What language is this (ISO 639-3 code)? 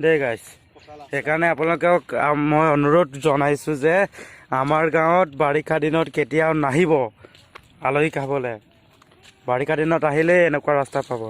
asm